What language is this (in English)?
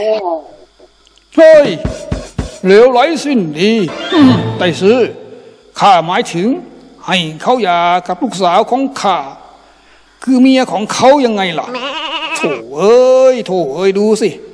Thai